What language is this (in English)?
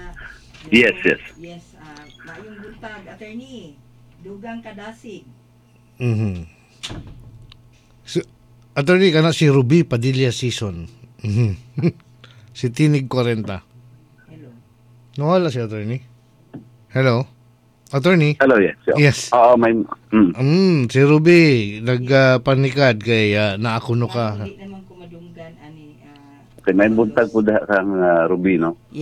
Cebuano